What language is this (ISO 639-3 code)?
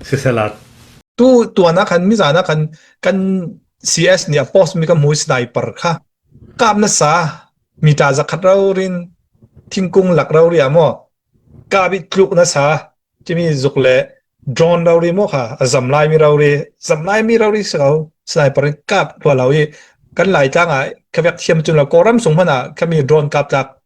cfm